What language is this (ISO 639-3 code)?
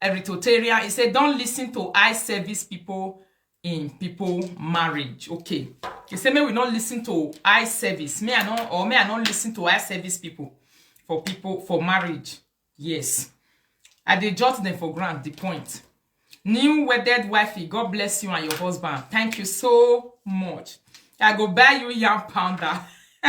pcm